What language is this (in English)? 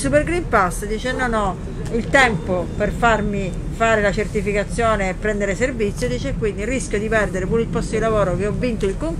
Italian